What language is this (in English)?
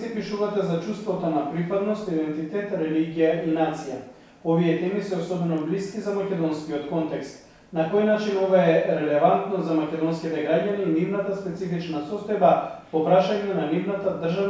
Macedonian